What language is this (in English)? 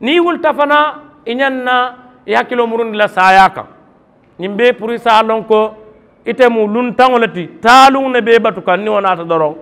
Mandingo